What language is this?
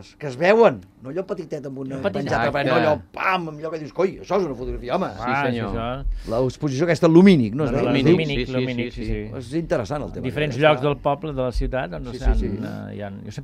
Catalan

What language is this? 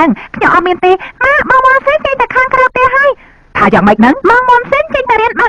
Khmer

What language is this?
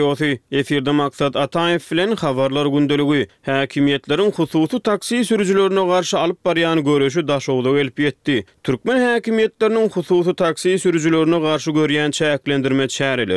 Turkmen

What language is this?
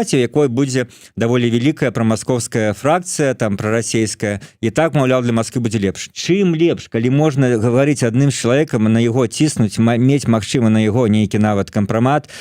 Belarusian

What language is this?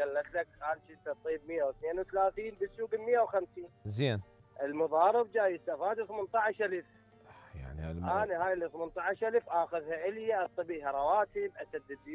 Mesopotamian Arabic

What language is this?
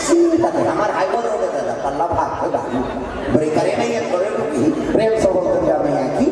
Chhattisgarhi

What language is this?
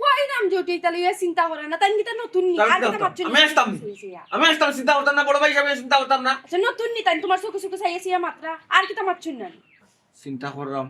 Sylheti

